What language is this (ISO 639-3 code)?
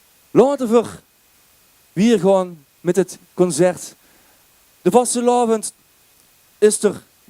lim